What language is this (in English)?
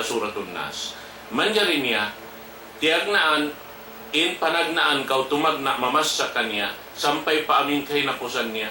Tausug